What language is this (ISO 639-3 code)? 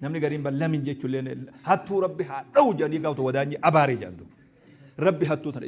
orm